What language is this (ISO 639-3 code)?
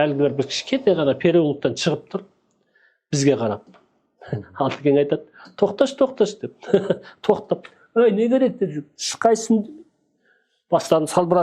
kaz